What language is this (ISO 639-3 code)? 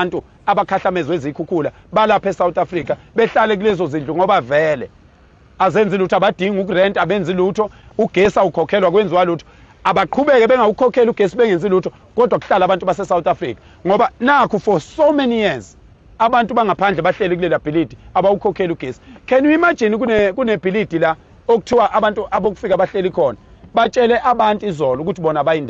zul